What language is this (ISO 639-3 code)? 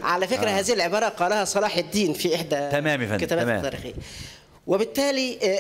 arz